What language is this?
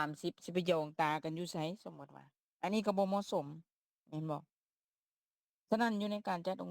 Lao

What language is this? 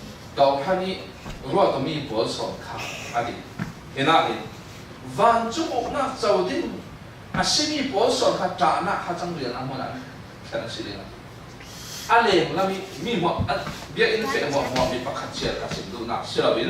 Falam Chin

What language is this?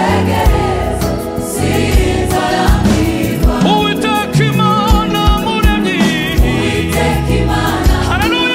Kinyarwanda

